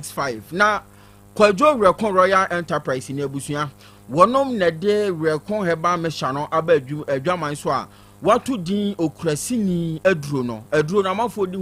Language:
Akan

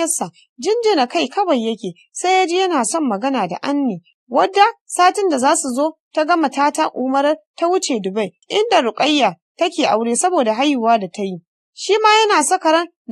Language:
Hausa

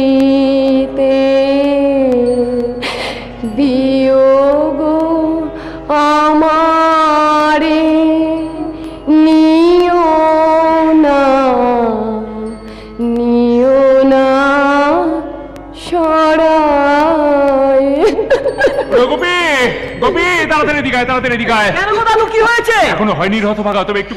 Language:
Bangla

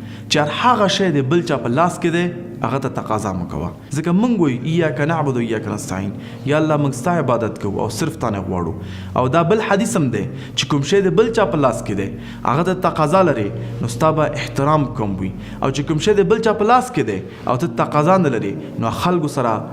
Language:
Pashto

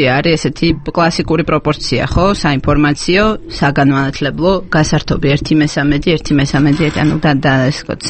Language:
Georgian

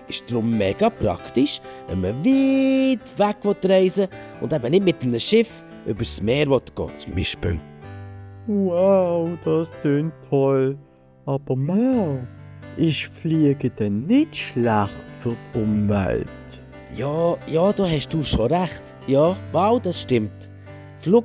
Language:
Swiss German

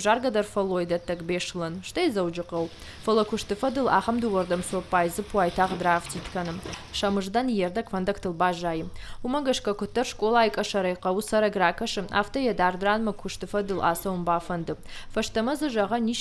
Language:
Ossetic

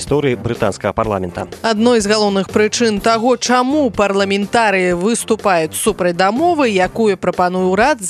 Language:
Belarusian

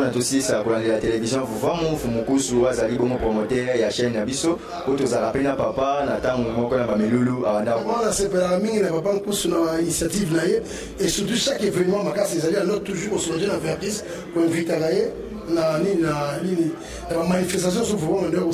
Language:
Lingala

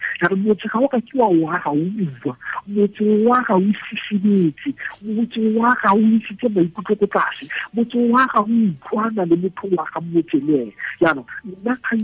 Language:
Tswana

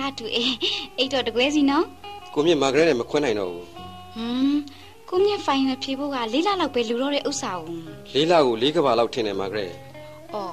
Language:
Burmese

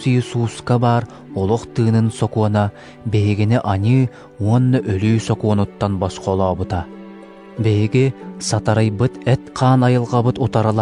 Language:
Yakut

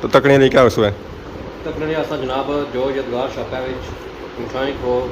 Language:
Pahari-Potwari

